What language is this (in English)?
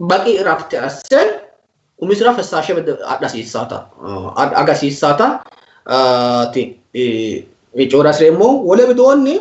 Sidamo